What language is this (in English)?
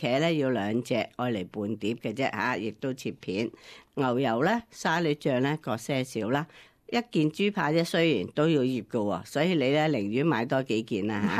Cantonese